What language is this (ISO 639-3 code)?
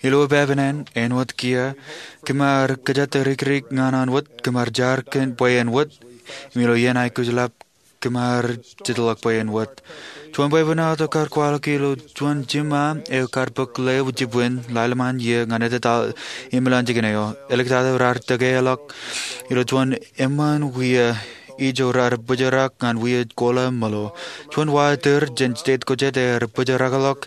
mah